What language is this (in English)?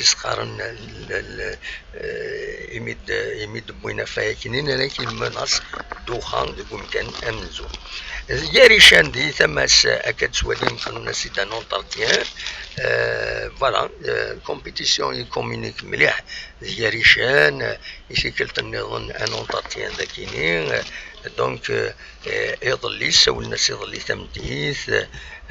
Kabyle